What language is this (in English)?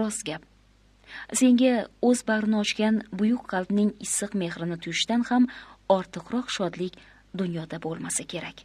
Uzbek